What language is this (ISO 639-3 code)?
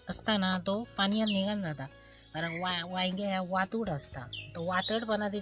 kok